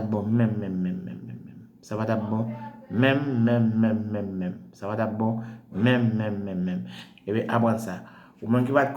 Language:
Haitian Creole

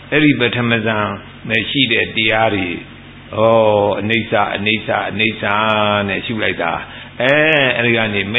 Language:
Burmese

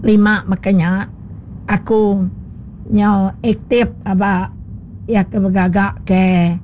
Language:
Iban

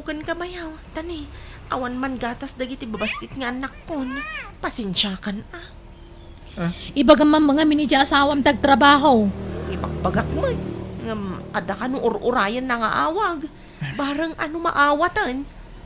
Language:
Iloko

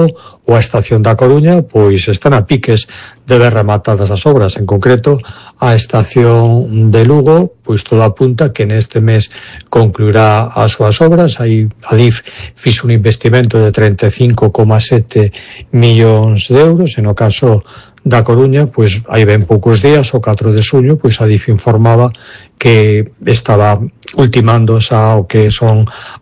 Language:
Galician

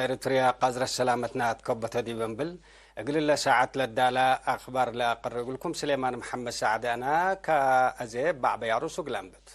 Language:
Tigre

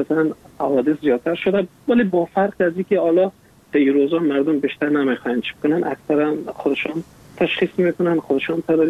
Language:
Persian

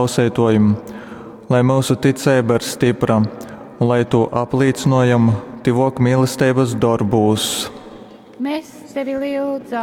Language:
Latgalian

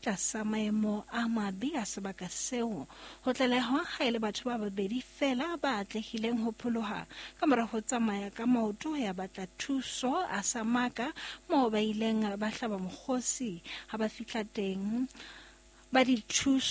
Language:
Southern Sotho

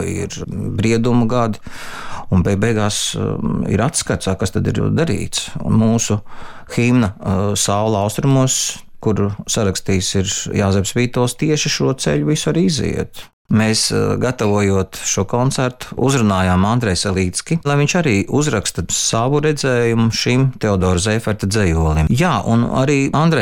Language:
Latvian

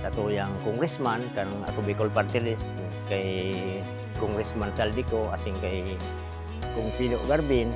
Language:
Bikol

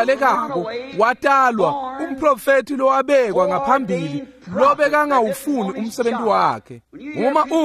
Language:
Swati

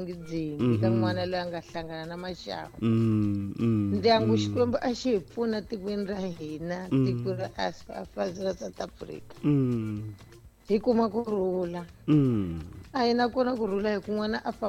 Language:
Tsonga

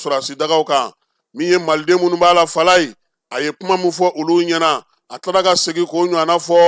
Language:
Bambara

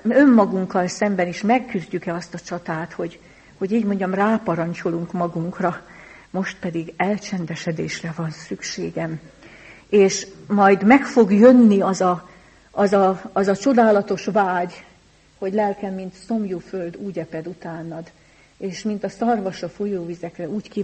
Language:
Hungarian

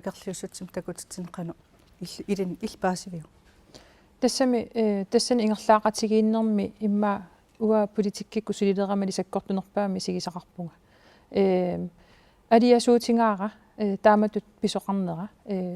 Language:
Kalaallisut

